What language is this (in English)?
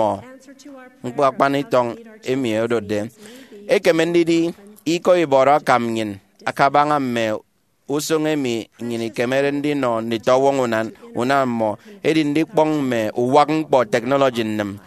Efik